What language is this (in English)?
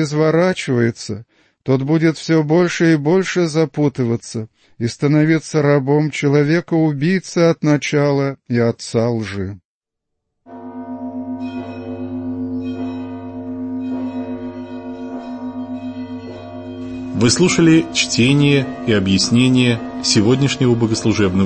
Russian